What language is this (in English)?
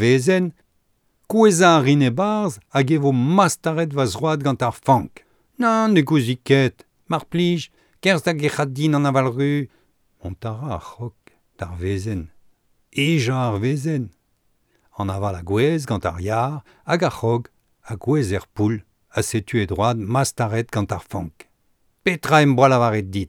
Breton